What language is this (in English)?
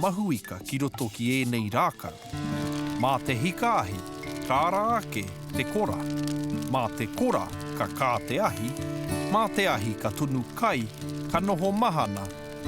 Māori